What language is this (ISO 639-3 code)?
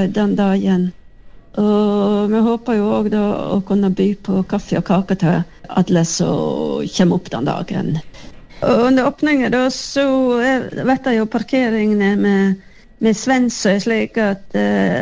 nor